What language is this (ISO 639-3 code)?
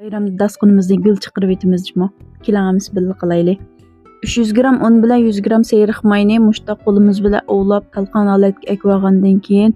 uig